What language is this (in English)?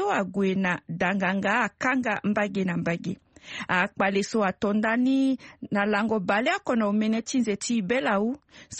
Sango